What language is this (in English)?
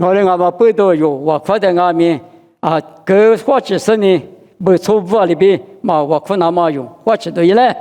Lisu